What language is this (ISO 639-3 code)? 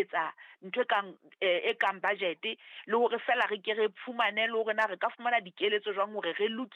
sot